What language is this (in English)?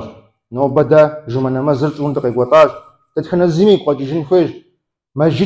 Kabardian